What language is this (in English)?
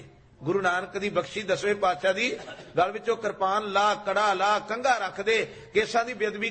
Punjabi